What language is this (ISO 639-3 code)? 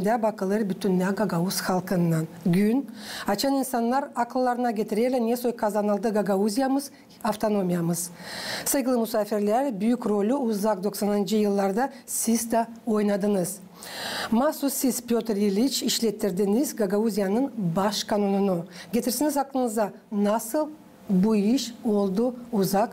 gag